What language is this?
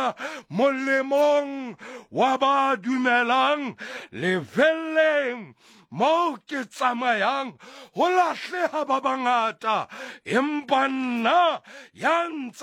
Southern Sotho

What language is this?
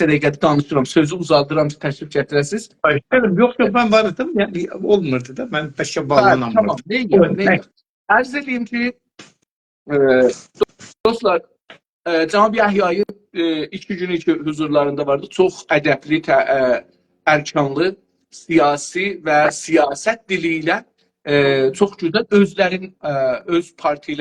South Azerbaijani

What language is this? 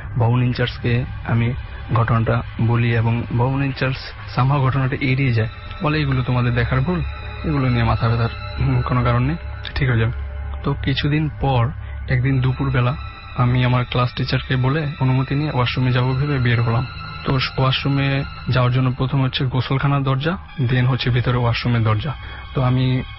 Bangla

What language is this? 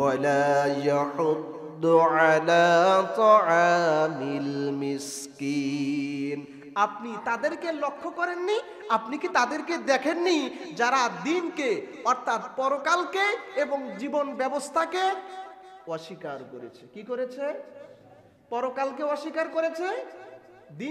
Bangla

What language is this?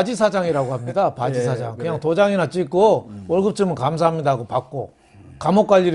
Korean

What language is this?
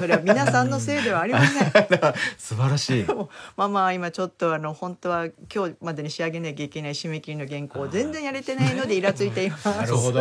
Japanese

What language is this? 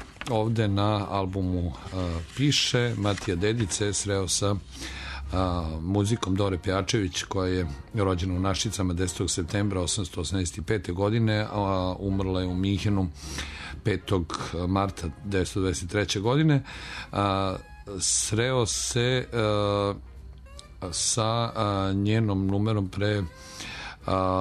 Serbian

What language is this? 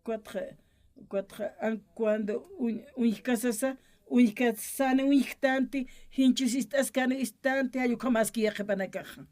Aymara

